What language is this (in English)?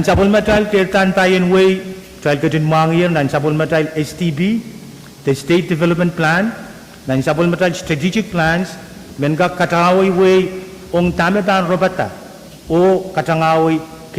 Pohnpeian